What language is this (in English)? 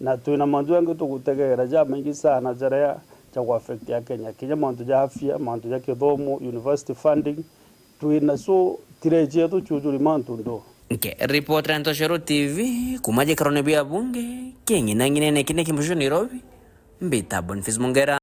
Meru